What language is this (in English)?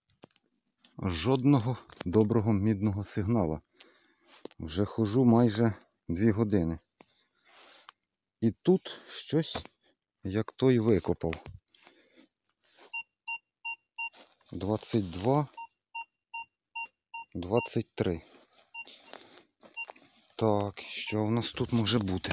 Ukrainian